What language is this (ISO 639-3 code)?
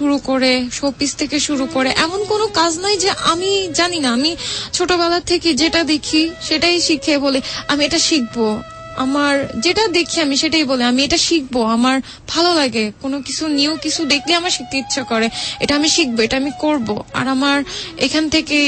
ben